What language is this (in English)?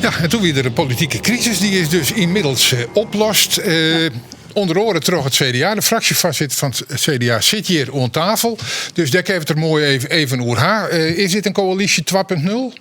Western Frisian